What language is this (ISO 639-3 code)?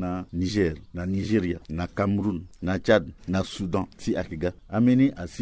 sag